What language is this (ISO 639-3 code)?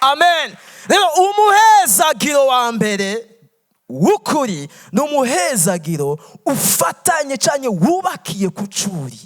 run